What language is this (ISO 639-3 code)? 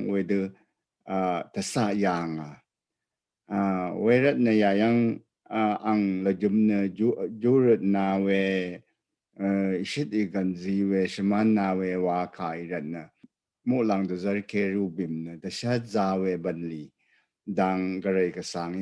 raw